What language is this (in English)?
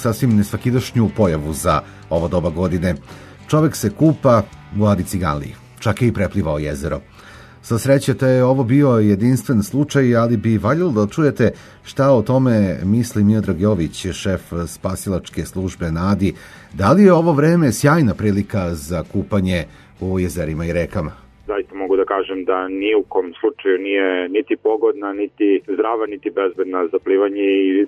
Serbian